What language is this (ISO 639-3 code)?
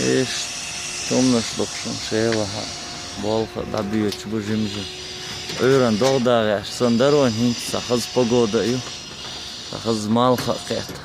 che